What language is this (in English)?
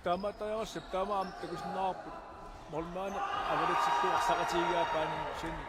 Kalaallisut